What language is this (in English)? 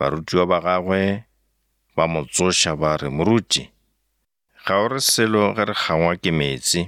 Northern Sotho